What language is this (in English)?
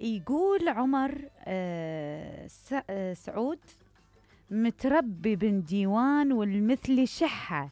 Mesopotamian Arabic